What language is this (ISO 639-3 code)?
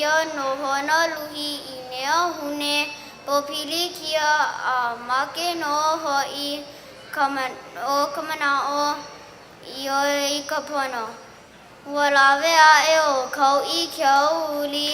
haw